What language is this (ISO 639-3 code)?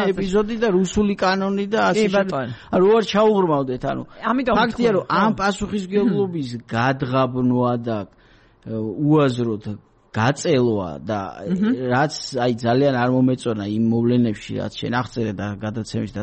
kat